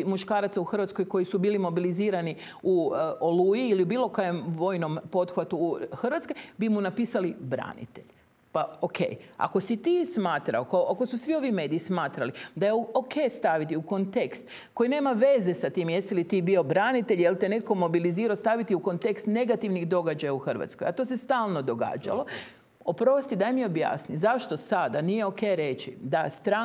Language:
Croatian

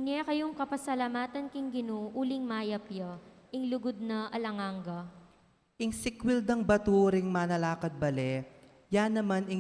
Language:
Pampanga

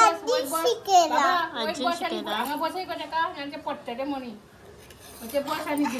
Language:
Konkani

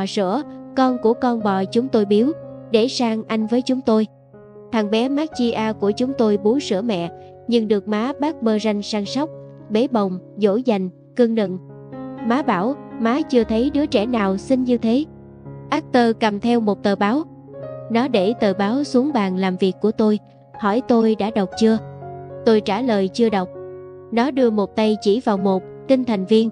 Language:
Vietnamese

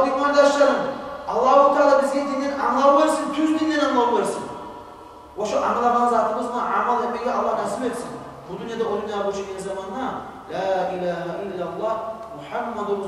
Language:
Kumyk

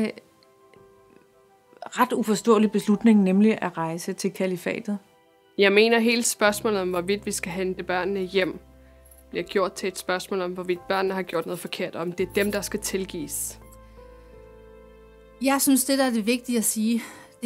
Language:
Danish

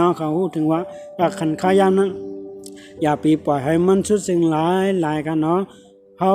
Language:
Shan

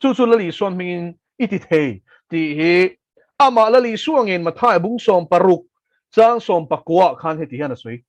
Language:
Mizo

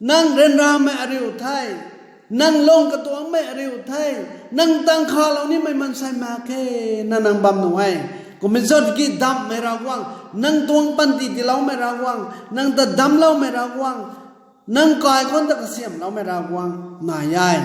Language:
Rongmei Naga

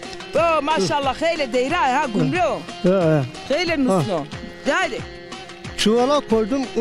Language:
Zaza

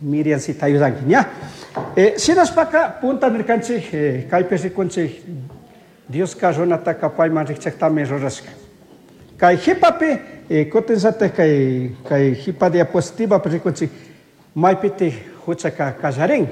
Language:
Chimborazo Highland Quichua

